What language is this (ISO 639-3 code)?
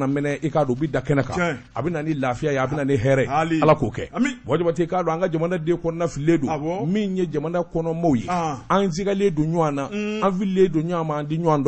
bam